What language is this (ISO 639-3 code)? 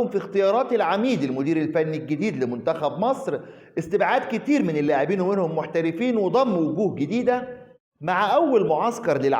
arz